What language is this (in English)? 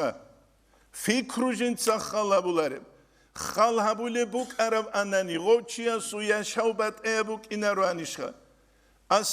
Avaric